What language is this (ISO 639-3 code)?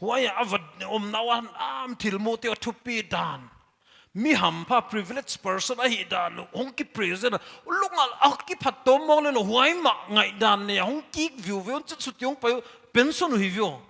pck